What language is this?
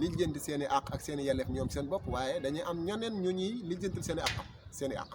Wolof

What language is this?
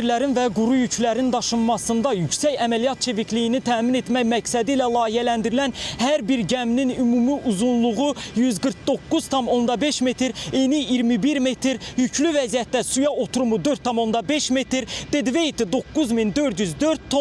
Azerbaijani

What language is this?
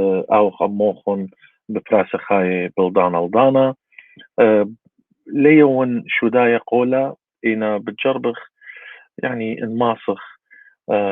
Assyrian Neo-Aramaic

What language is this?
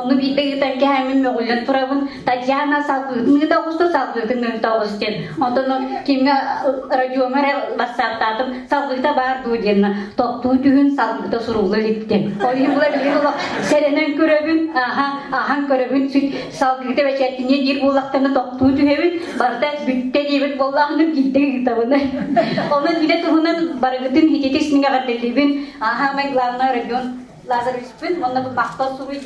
Yakut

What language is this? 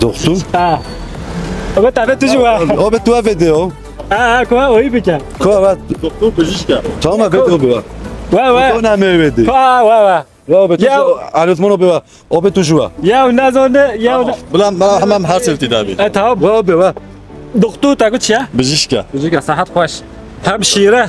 Kurdish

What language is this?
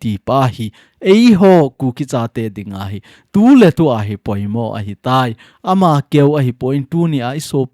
Thado Chin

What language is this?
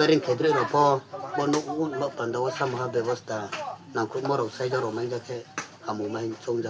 Riang (India)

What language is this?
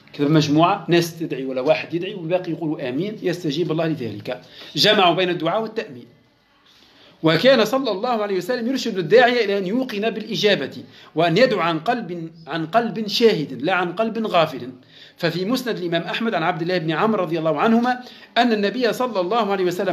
Arabic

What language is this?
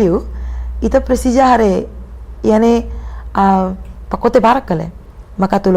Tetum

